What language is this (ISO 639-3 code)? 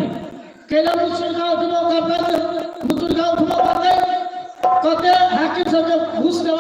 mai